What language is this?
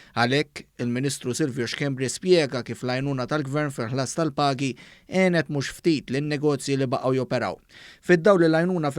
Maltese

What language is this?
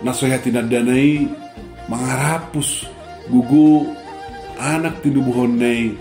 Batak Toba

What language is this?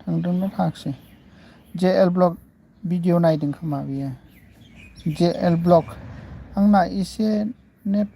Bodo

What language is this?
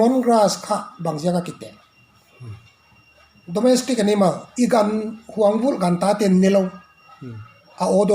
Paite Chin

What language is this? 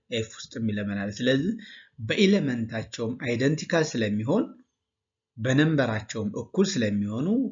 Amharic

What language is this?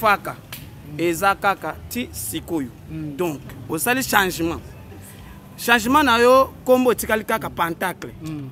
Lingala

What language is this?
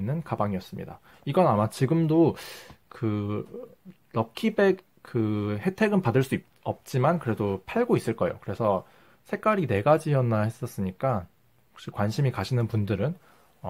Korean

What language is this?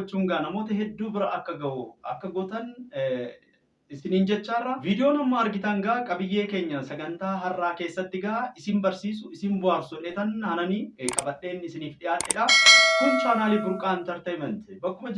Oromo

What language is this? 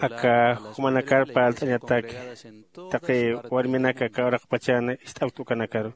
Aymara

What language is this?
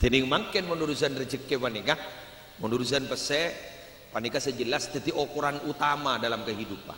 Madurese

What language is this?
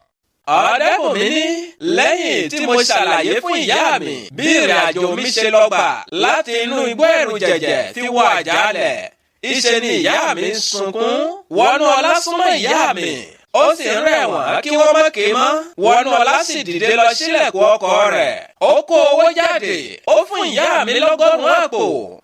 Yoruba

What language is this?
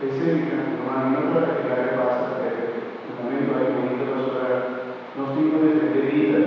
Papiamento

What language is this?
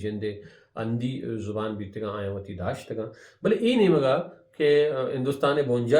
Baluchi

